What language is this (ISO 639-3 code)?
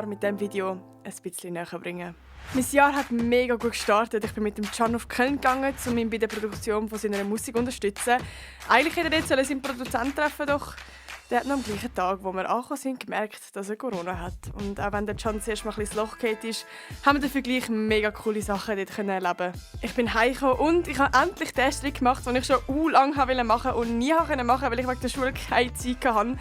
gsw